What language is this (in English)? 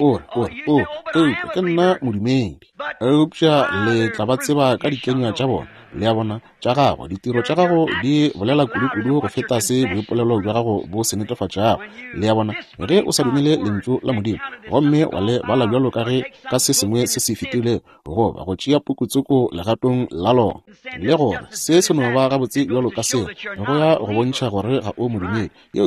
Northern Sotho